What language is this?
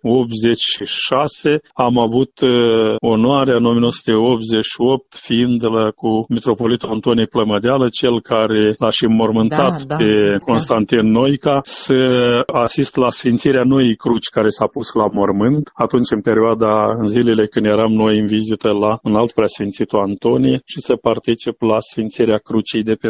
Romanian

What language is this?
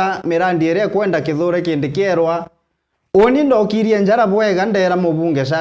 Meru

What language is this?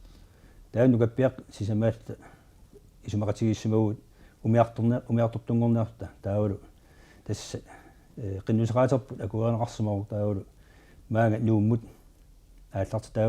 Kalaallisut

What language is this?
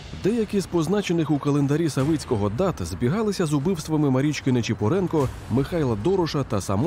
Ukrainian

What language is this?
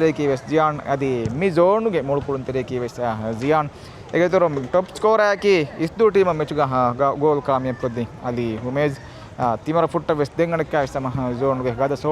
Divehi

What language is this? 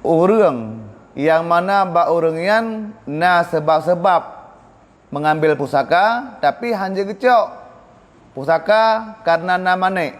Achinese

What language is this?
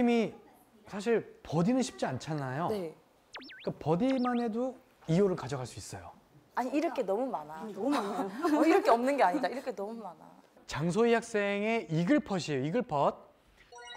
Korean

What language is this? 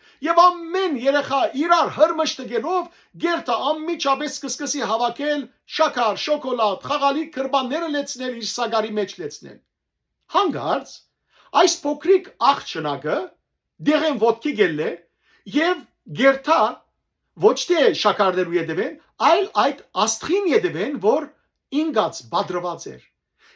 Western Armenian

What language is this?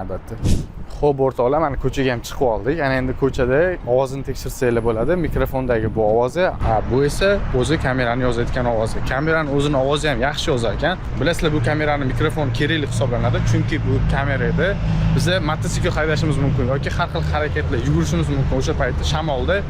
Uzbek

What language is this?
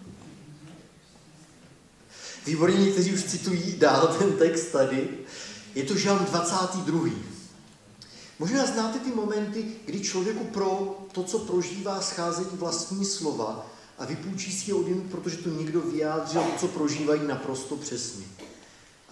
Czech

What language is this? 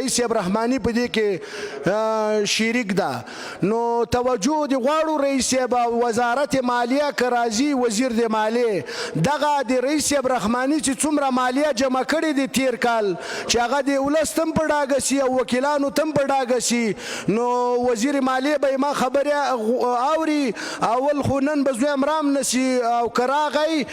Pashto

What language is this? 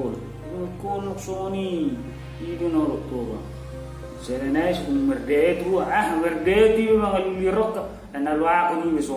Batak Toba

